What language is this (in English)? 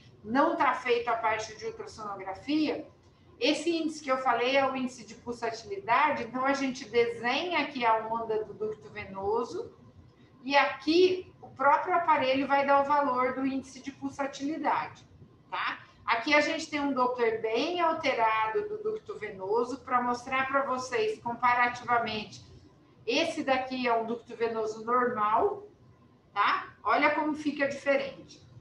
Portuguese